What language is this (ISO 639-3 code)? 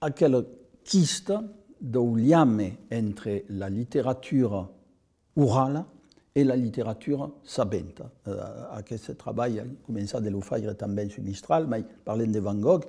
oci